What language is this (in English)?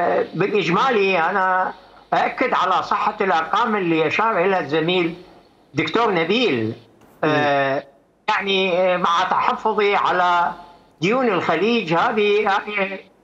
Mesopotamian Arabic